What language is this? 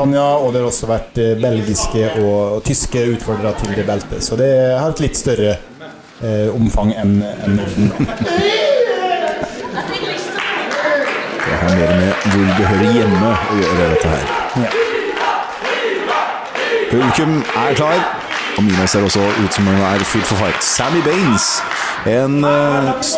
Norwegian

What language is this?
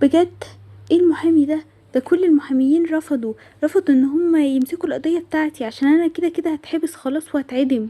Egyptian Arabic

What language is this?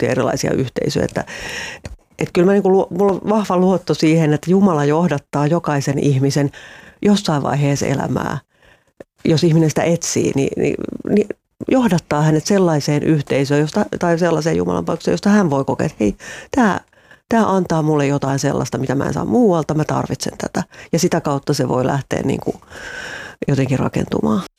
Finnish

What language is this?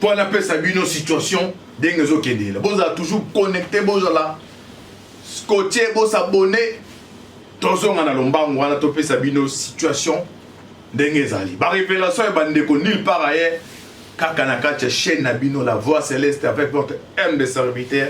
Lingala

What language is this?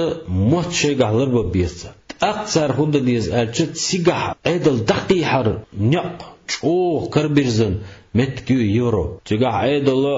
Chechen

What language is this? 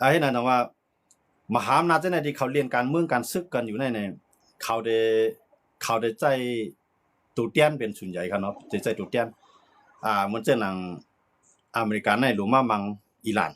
Shan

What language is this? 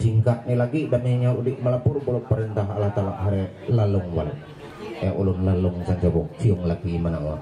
Ma'anyan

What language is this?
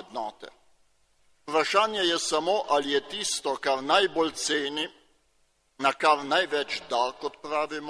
Slovenian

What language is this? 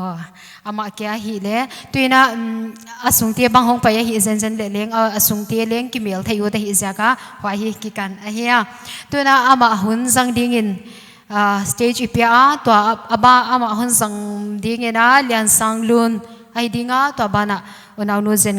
Paite Chin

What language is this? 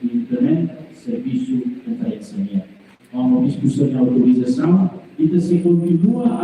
Tetum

